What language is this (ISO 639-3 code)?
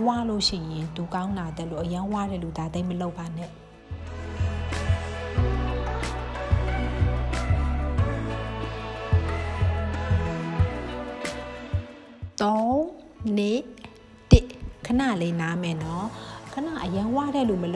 mya